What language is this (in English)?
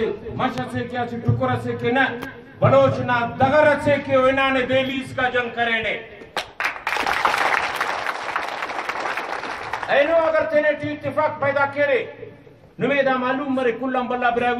Brahui